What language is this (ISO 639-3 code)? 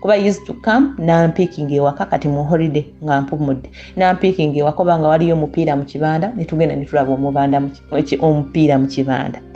lug